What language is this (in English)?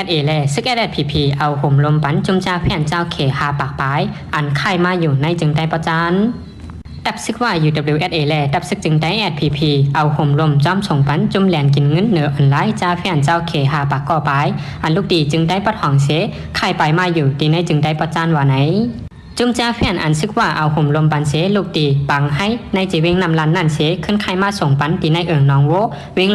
Shan